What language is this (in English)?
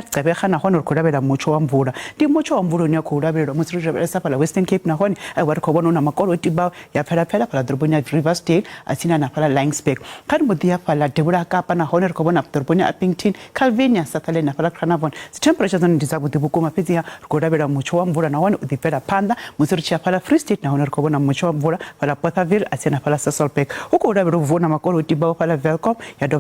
Venda